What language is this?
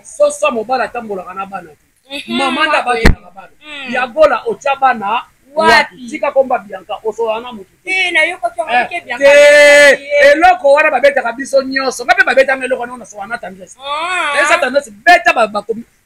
Lingala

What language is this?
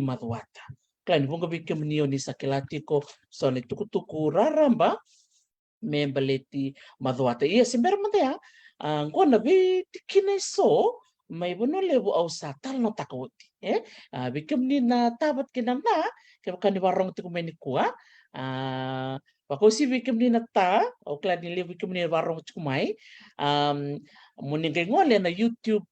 Fijian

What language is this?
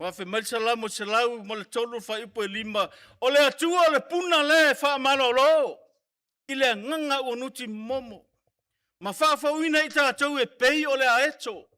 Samoan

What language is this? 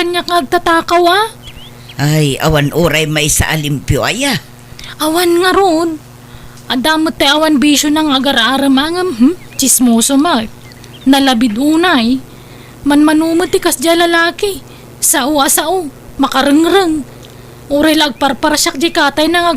Iloko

